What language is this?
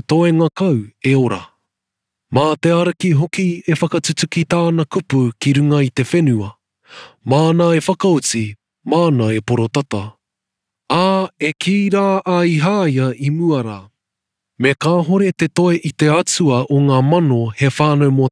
Māori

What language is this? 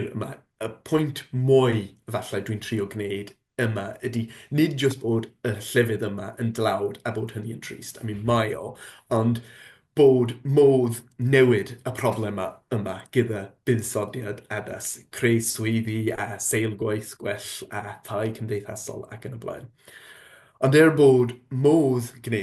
Welsh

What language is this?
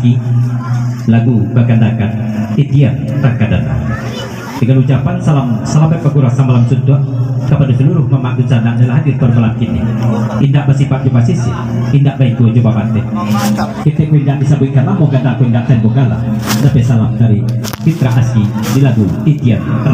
Minangkabau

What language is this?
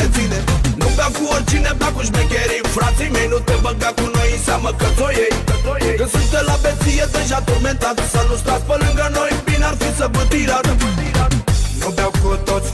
Romanian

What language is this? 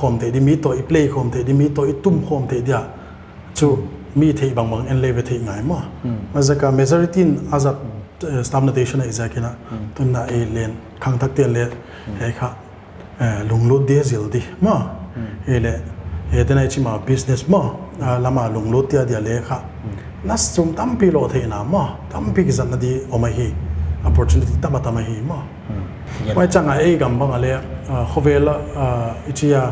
Paite Chin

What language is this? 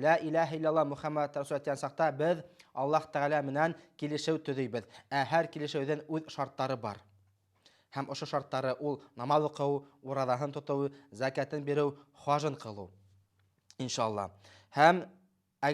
Bashkir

